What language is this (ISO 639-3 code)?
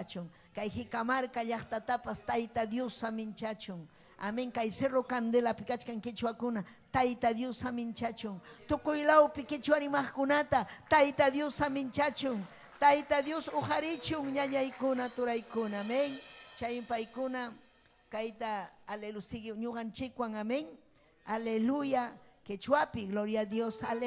quy